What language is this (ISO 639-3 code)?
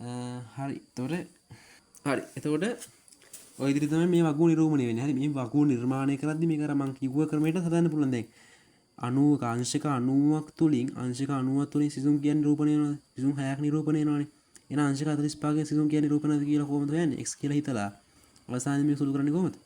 sin